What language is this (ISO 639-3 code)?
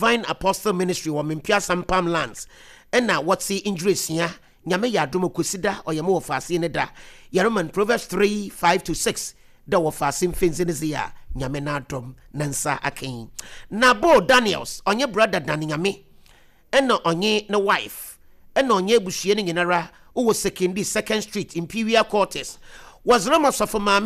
aka